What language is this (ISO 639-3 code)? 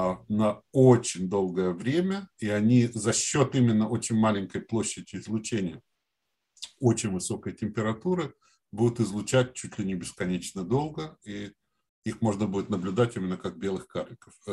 rus